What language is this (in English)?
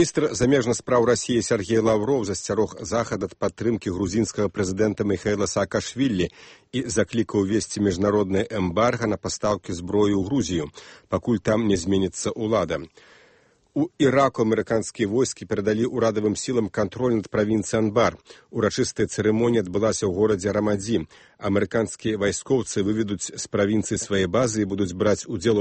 Belarusian